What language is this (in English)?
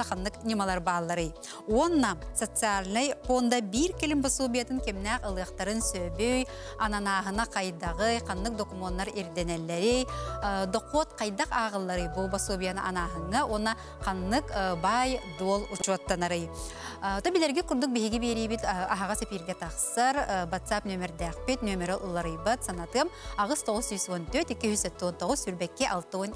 Yakut